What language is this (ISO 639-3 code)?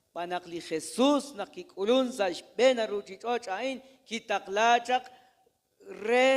kek